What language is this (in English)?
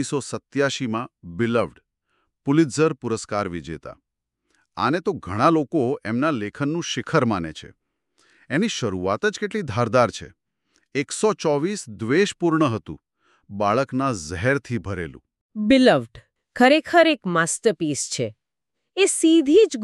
Gujarati